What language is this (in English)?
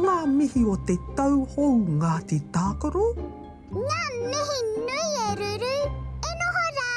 Māori